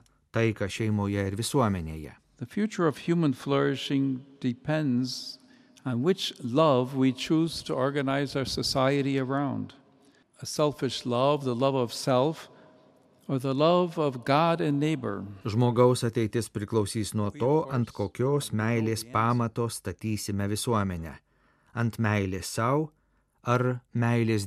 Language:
Lithuanian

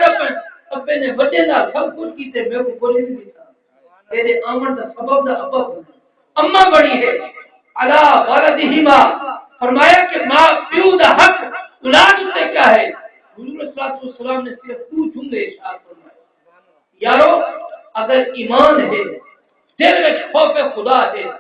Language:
Saraiki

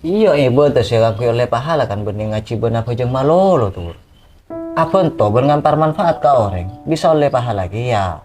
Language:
Madurese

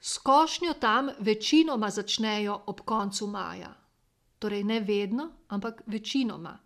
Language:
Slovenian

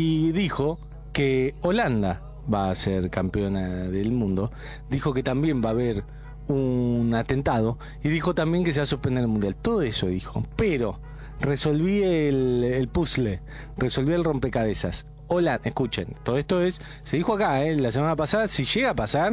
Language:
Spanish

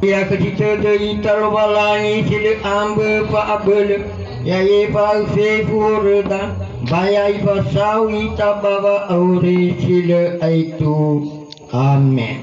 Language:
Nias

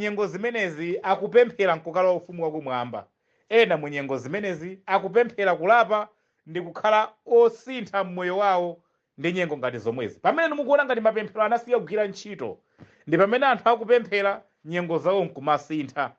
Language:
Nyanja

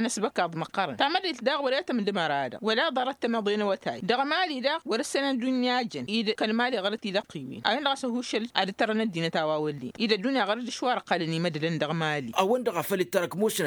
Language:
Tamasheq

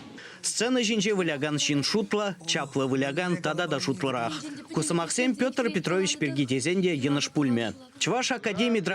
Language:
Chuvash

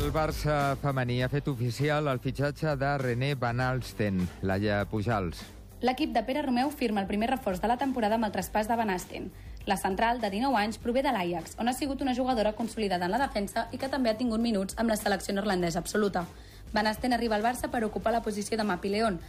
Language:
Catalan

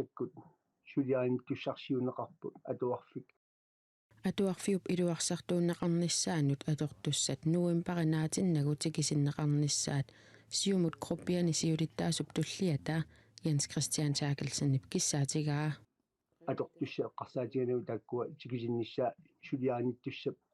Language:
Kalaallisut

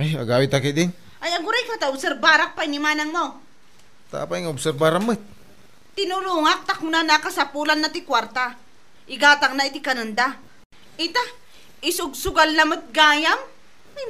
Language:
Iloko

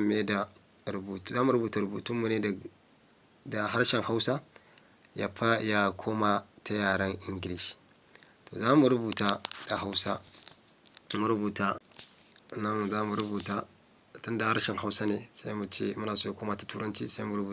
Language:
Hausa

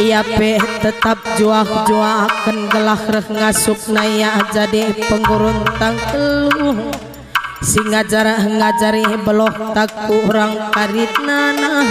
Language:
Batak Karo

